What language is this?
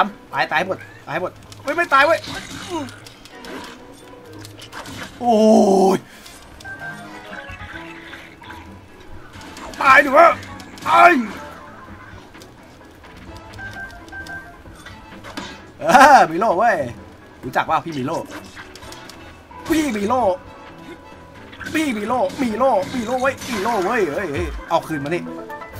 Thai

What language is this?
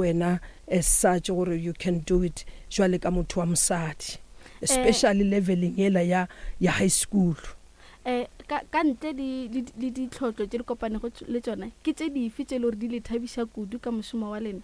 Northern Sotho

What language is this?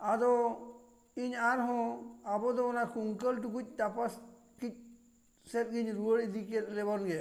Santali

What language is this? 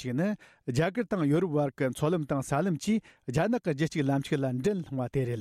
Tibetan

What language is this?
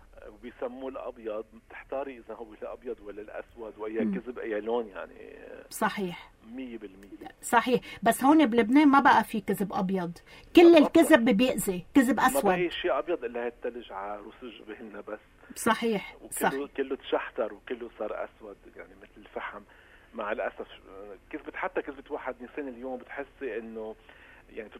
North Levantine Arabic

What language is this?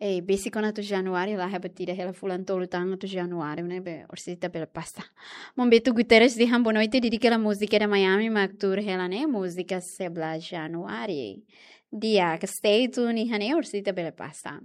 Tetum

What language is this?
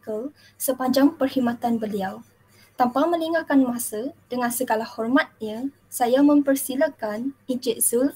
Malay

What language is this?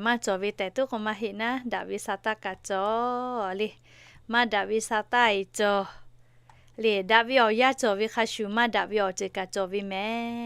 Lahu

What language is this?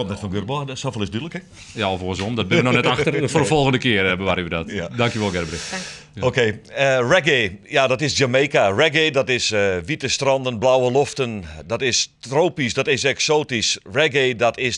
Western Frisian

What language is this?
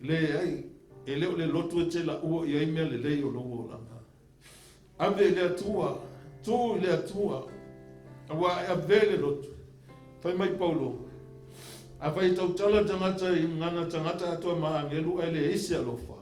Samoan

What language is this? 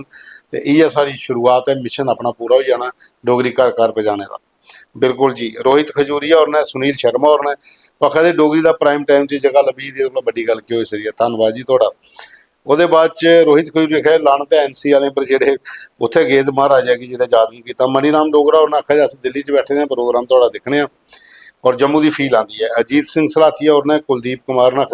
Dogri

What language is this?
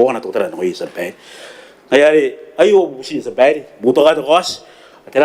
Gilbertese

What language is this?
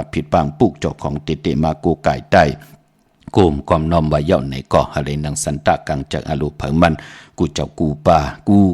Shan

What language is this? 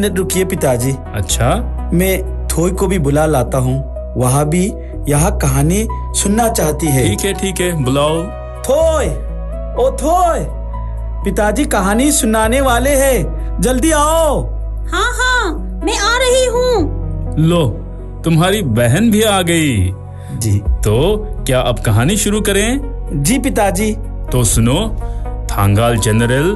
Hindi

